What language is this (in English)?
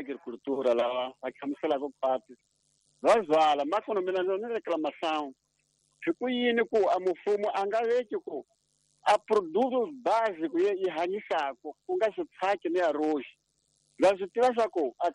Tsonga